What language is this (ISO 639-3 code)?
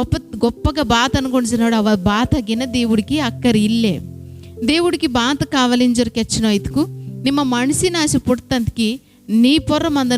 kff